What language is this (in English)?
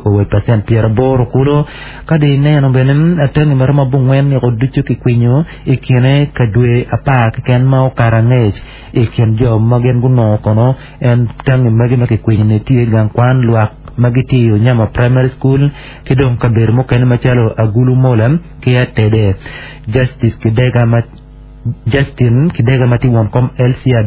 Acoli